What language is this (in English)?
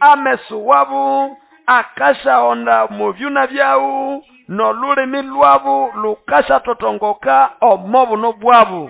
Nande